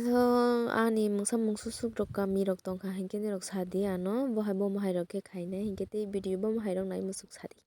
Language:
Kok Borok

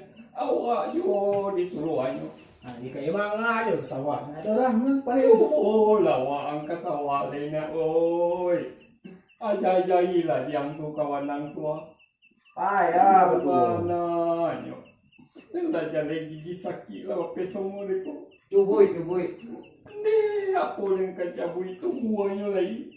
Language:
Minangkabau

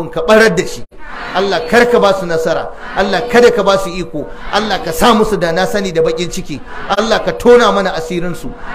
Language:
Hausa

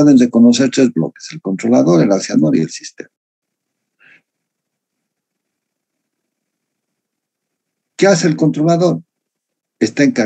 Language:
Spanish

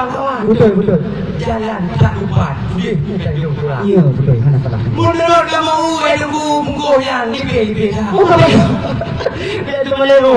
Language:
Achinese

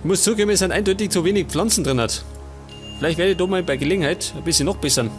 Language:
Bavarian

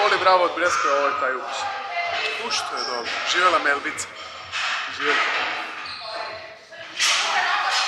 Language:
Serbian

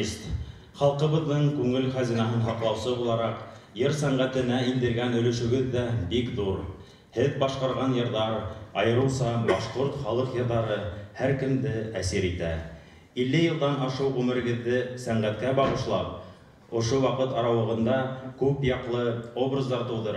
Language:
Bashkir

